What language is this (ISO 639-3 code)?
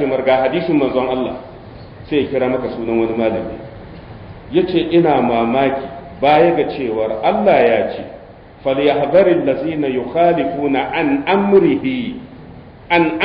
hau